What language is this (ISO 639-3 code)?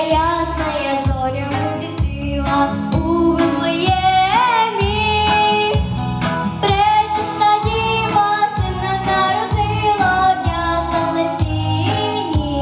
ukr